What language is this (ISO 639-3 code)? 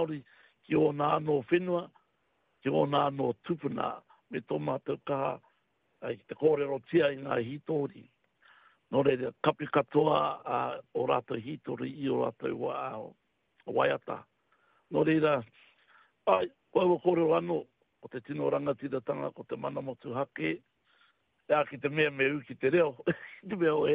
mri